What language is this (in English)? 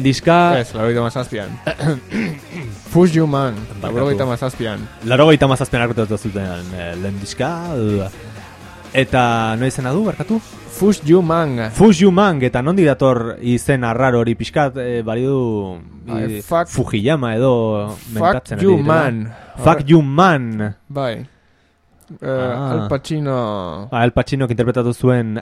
Basque